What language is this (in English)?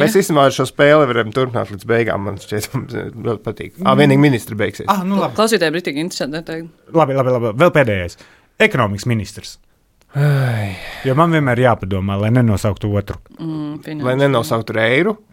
Latvian